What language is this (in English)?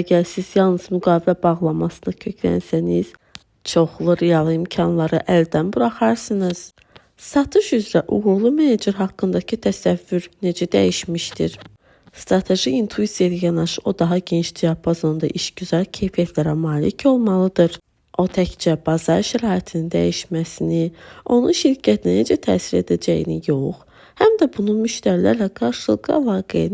Azerbaijani